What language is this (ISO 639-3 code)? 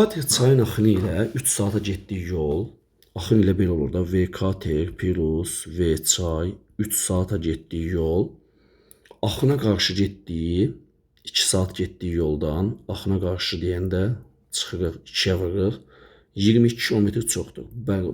aze